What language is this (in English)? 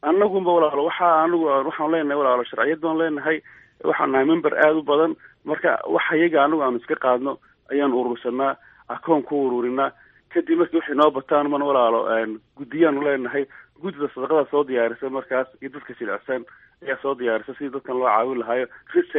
Somali